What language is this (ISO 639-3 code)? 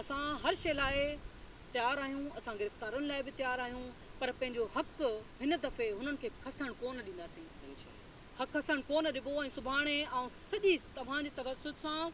snd